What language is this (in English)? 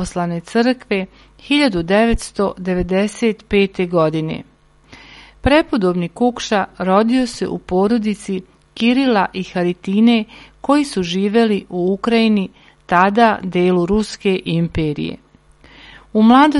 Serbian